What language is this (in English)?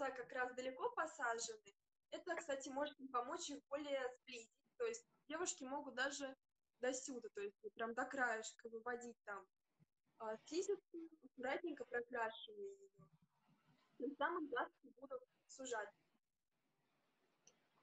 Russian